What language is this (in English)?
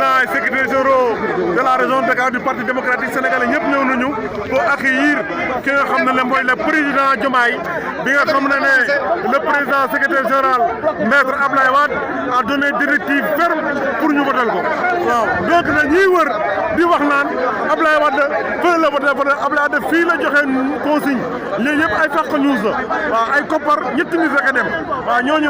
Wolof